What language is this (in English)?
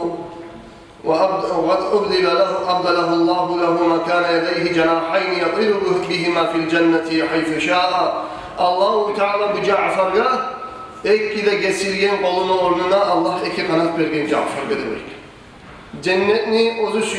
Kumyk